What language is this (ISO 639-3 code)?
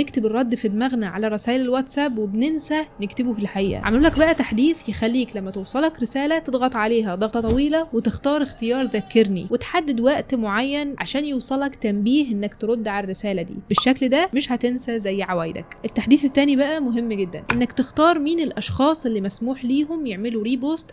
arz